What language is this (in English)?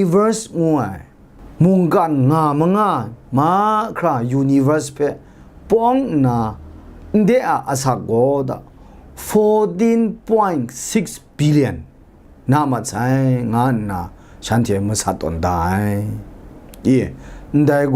Kachin